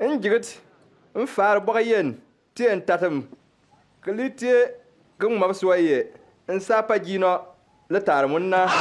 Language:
Bimoba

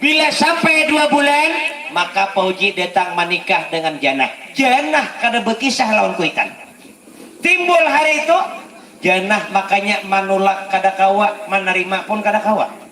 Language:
Banjar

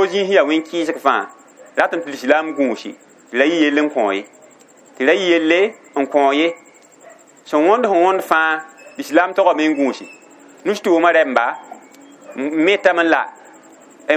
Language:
Mossi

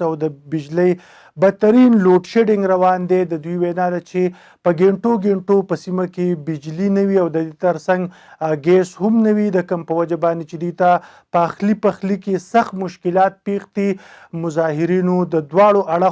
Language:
Pashto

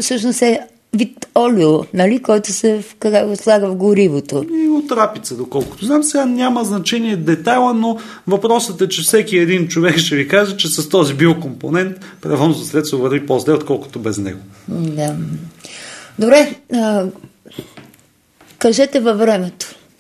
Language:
Bulgarian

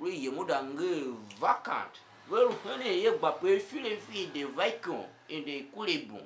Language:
Tiv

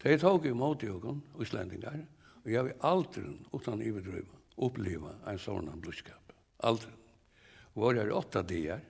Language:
Faroese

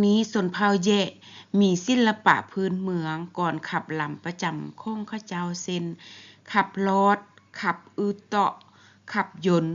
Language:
Lao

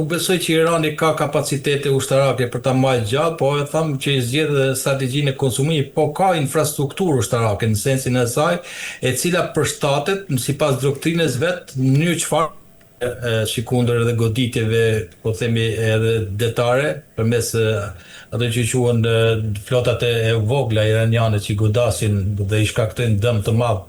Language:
Albanian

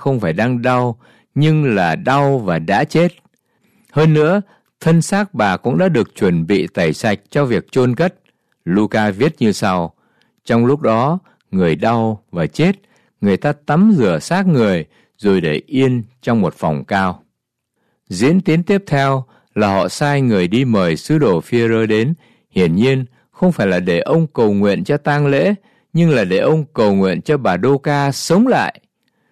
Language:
Vietnamese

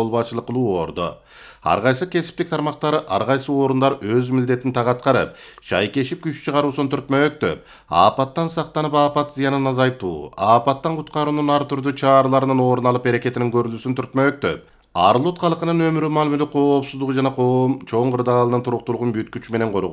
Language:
Kyrgyz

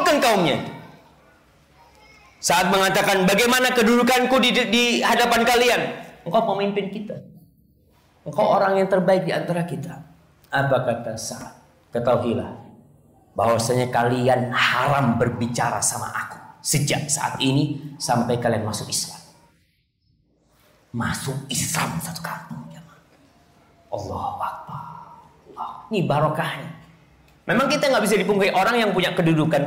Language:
Indonesian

